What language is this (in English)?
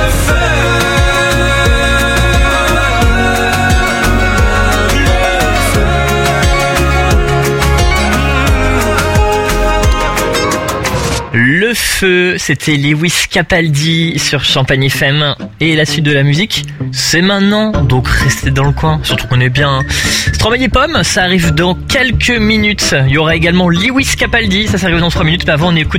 French